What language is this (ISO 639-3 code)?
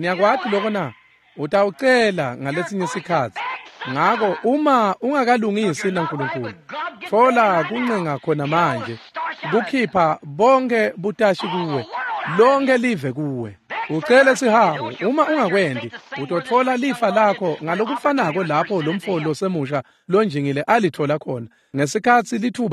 ssw